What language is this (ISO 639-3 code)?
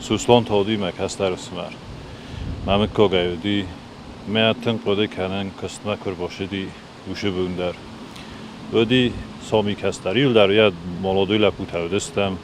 oss